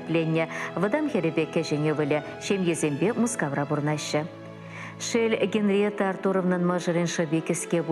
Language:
Chuvash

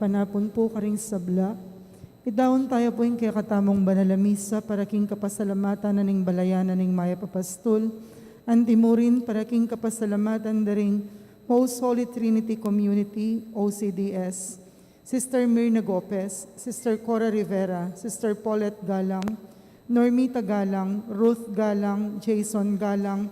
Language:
Pampanga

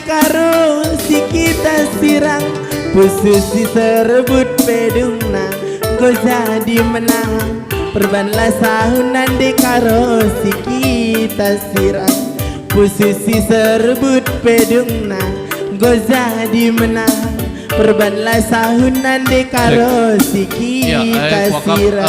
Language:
Batak Karo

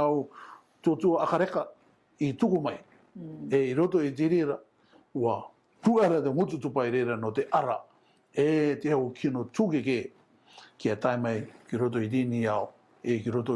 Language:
Rarotongan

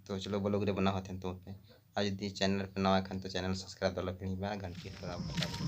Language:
Santali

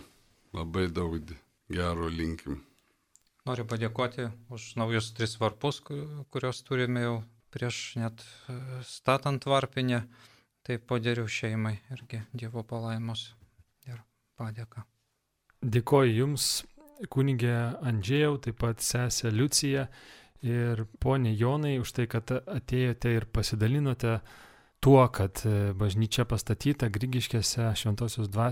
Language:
Lithuanian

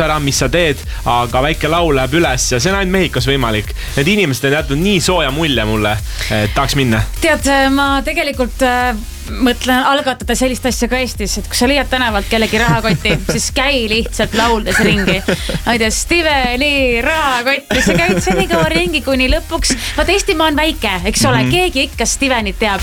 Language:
Estonian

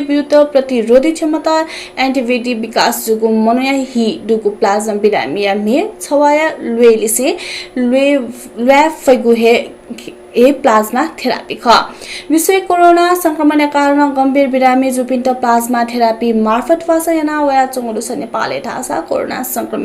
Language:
Newari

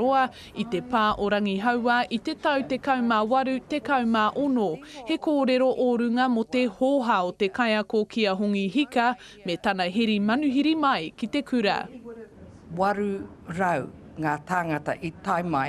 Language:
Māori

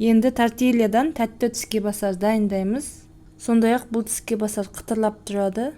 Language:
Kazakh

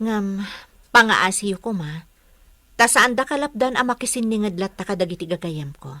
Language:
Iloko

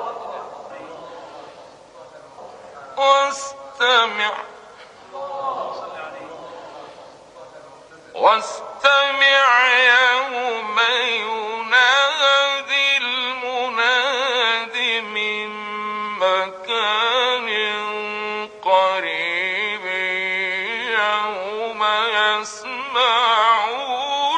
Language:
Arabic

